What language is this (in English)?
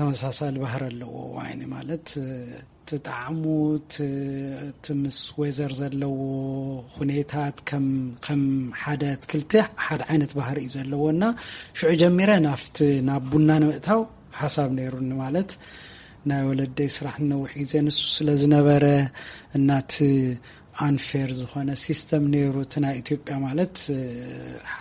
Tigrinya